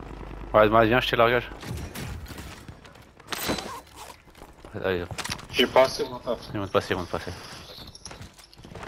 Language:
French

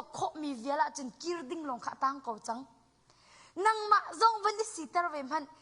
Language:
Hakha Chin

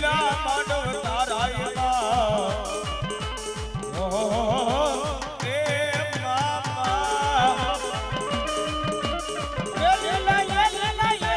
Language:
Gujarati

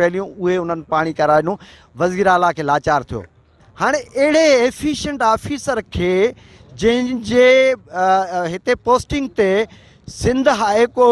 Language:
Sindhi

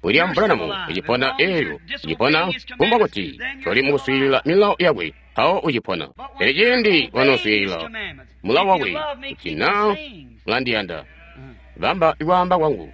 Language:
Tonga (Zambia)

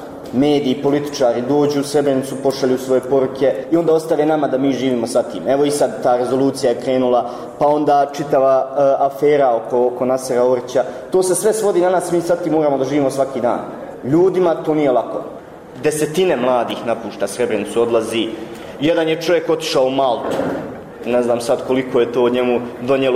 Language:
Bosnian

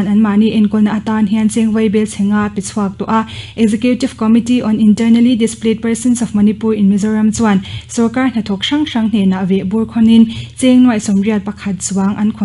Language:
Mizo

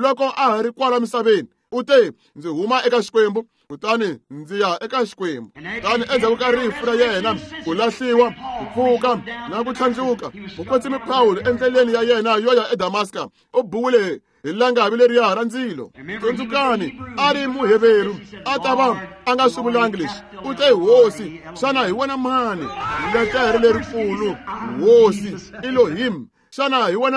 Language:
Tsonga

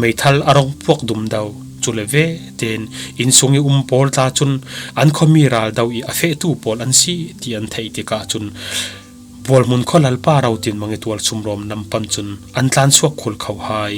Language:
Falam Chin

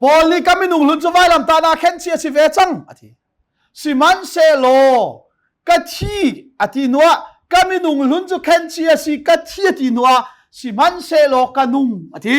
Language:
Hakha Chin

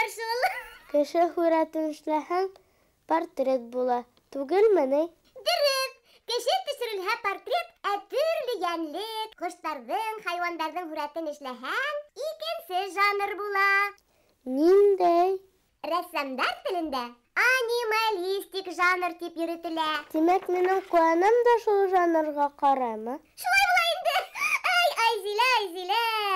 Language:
Bashkir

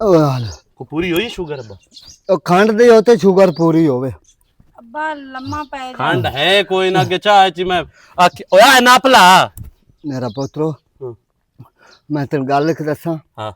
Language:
Western Panjabi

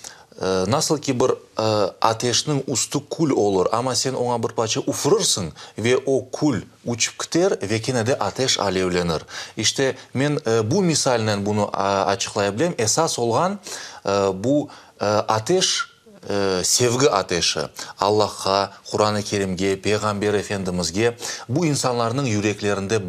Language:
Crimean Tatar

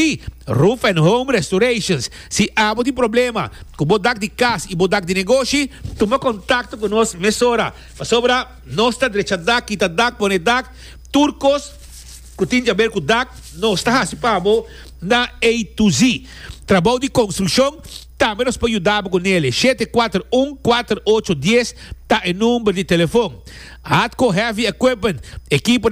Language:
Papiamento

